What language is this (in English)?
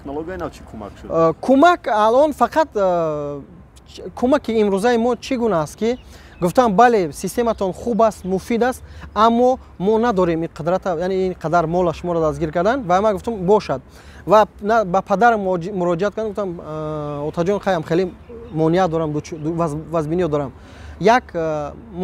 Tajik